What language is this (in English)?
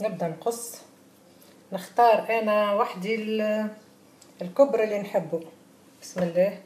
Tunisian Arabic